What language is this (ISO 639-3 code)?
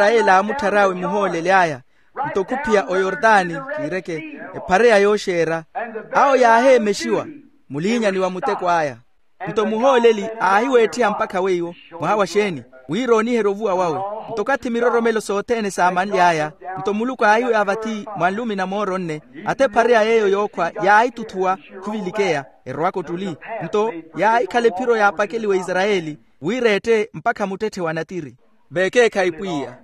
vmw